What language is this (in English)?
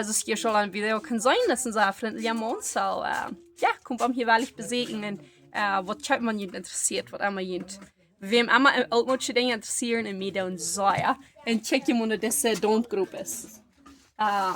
Plautdietsch